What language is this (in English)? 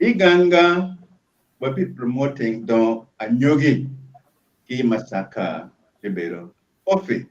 Acoli